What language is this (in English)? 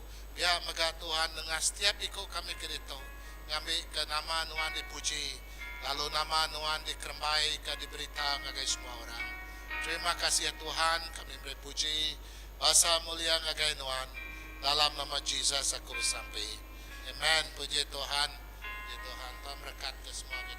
Iban